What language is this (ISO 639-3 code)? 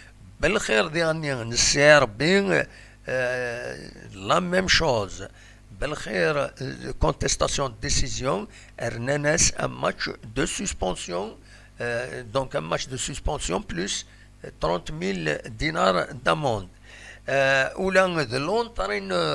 kab